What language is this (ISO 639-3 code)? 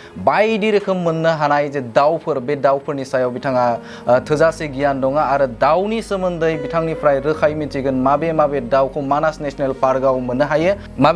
brx